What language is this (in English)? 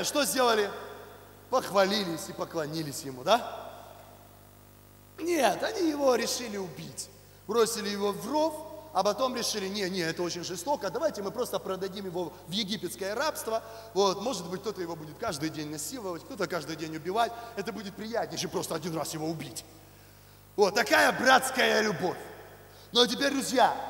Russian